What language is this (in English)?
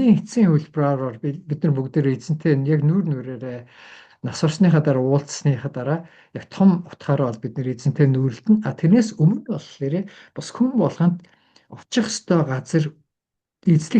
Mongolian